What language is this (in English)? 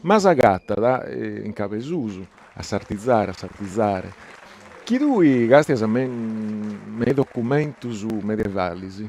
Sardinian